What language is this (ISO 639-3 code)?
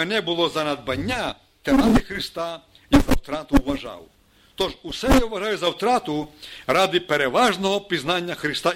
ukr